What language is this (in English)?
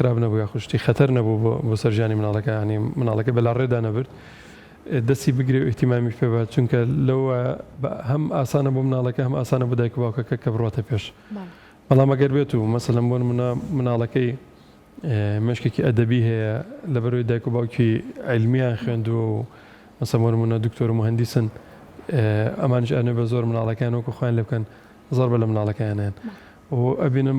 Central Kurdish